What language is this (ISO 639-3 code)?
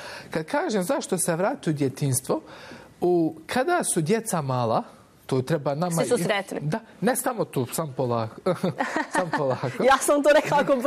bos